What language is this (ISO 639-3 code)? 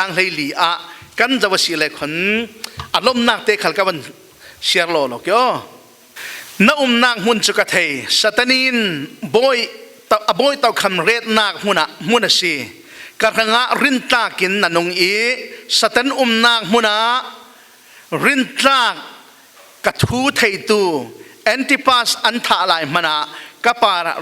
cfm